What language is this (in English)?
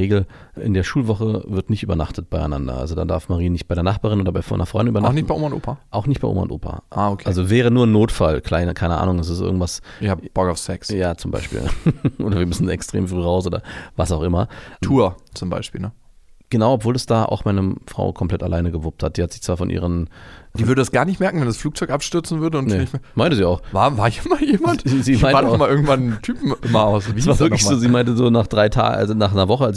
German